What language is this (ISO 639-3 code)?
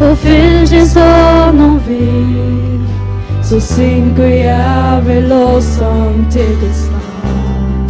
fao